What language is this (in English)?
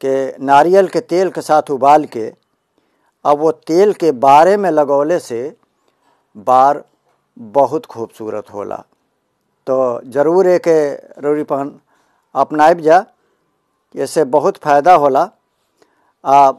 Bhojpuri